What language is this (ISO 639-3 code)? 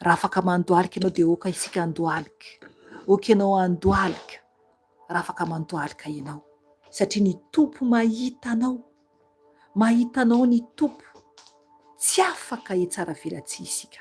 mlg